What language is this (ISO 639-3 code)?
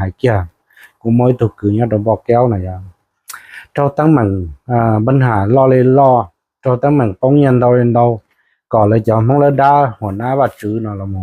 hmn